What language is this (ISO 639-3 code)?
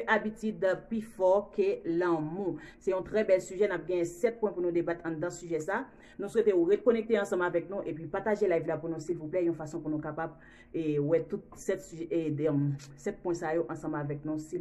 hat